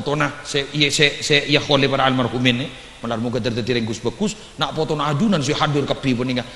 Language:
Madurese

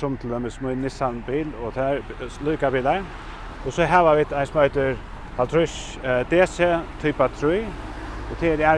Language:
Faroese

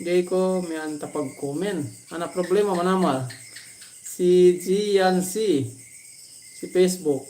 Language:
Yakan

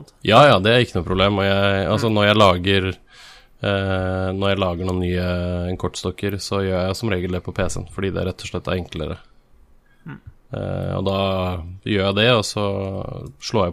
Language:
Norwegian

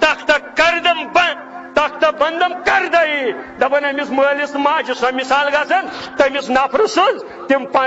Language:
Kashmiri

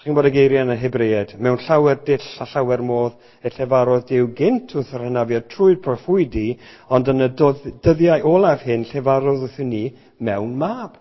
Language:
Welsh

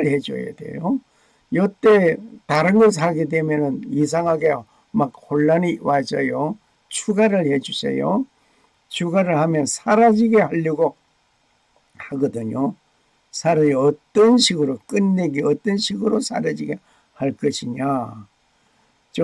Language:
Korean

